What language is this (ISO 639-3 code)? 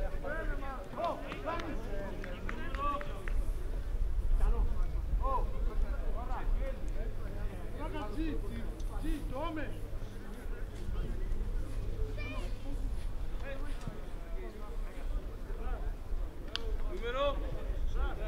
ita